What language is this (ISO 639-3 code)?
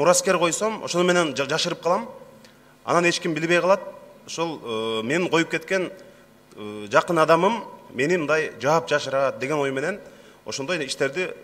kir